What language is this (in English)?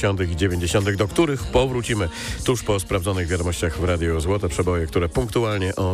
Polish